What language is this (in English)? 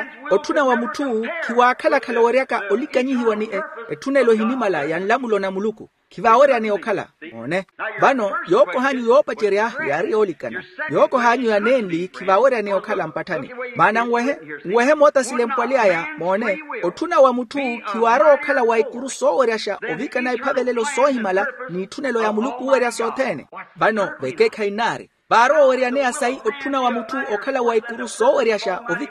Makhuwa